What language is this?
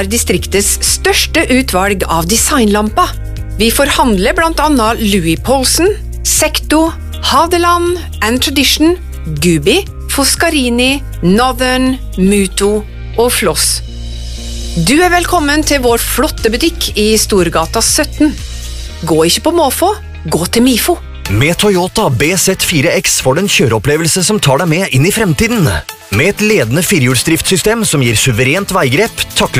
Norwegian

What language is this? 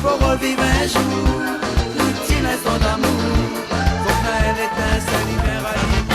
Réunion Creole French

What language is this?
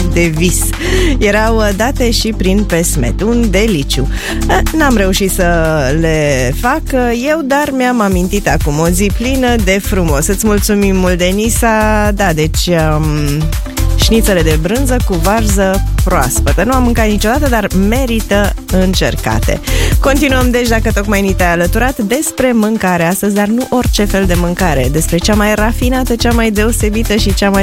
Romanian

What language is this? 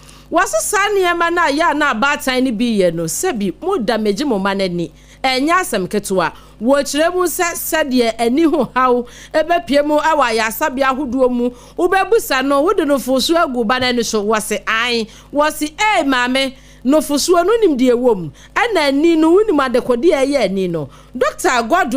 Akan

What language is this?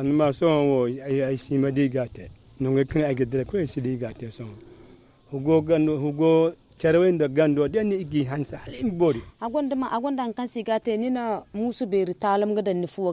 Zarma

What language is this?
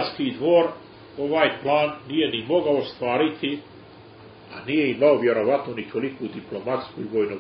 Serbian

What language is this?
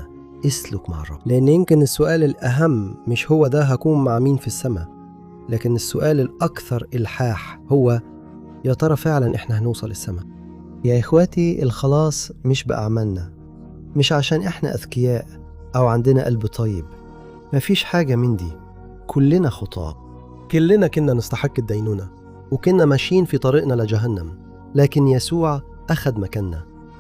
Egyptian Arabic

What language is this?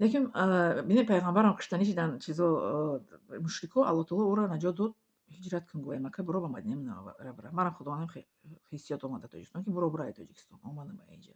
Tajik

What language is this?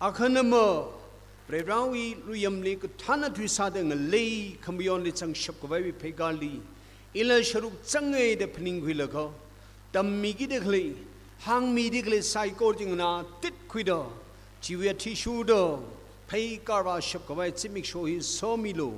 Tangkhul Naga (India)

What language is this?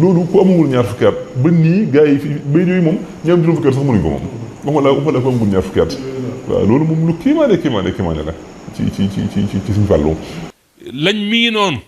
Wolof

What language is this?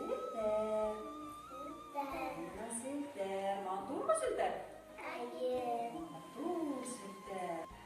Bashkir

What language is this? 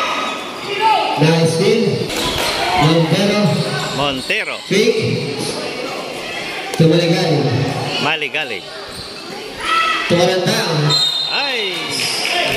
Filipino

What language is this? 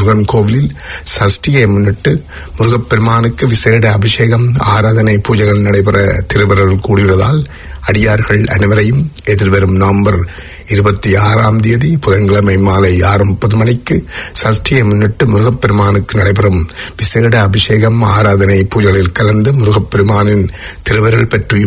Tamil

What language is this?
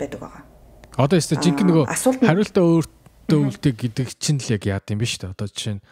Mongolian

